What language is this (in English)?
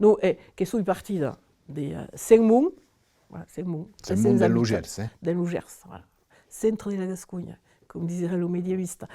Occitan